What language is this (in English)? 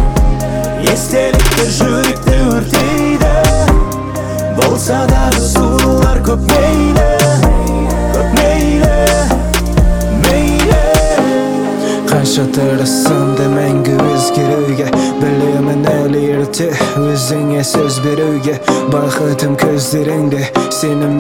Kazakh